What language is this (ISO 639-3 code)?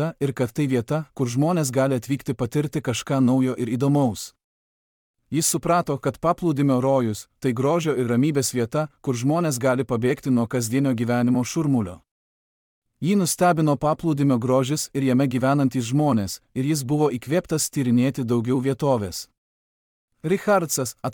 lit